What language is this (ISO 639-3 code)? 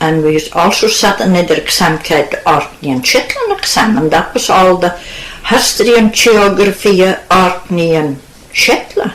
sco